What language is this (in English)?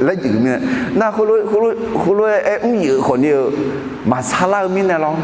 Akha